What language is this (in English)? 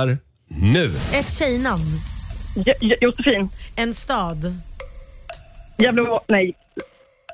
Swedish